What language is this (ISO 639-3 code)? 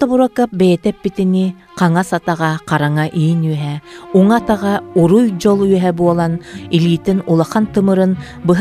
sah